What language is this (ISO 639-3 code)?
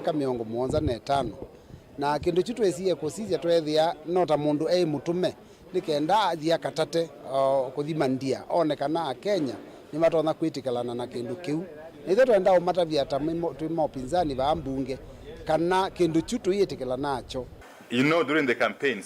kam